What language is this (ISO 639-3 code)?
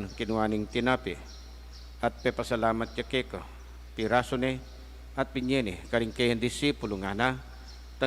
pam